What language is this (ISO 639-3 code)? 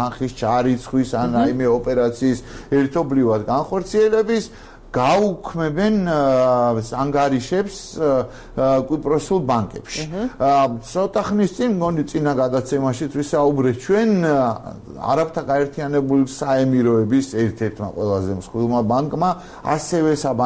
kat